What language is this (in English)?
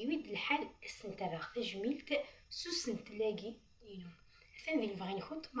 Kabyle